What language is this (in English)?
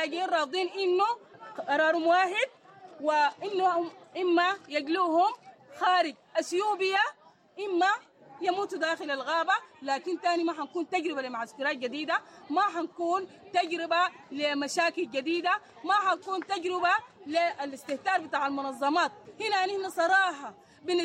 Sudanese Arabic